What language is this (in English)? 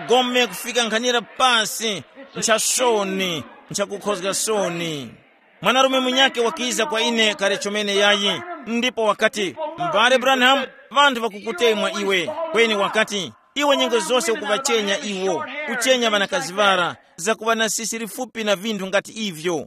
Tumbuka